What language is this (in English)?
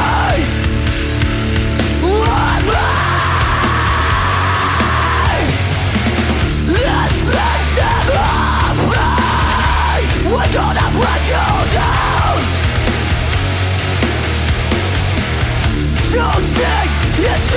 Basque